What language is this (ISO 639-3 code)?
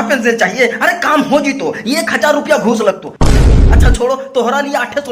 mag